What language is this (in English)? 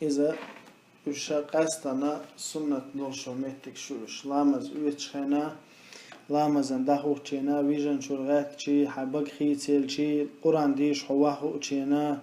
Chechen